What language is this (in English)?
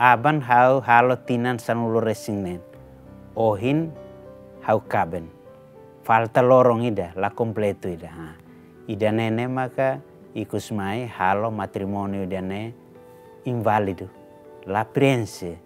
Tetum